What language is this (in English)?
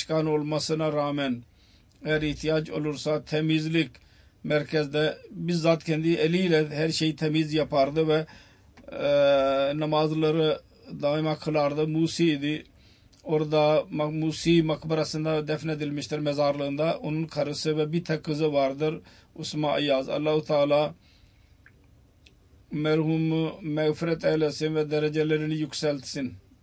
Turkish